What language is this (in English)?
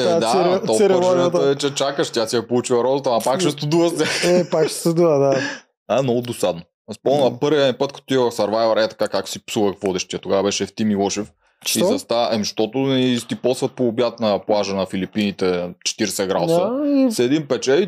Bulgarian